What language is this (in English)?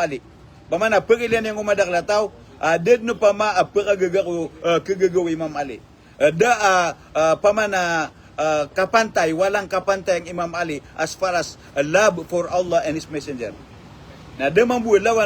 Maranao